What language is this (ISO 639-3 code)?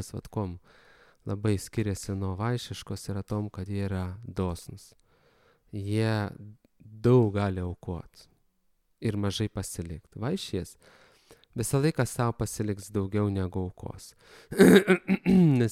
lit